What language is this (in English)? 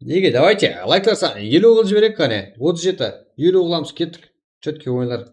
Kara-Kalpak